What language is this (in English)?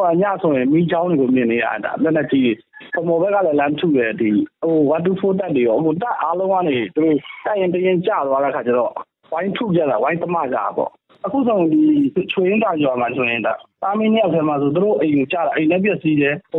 Burmese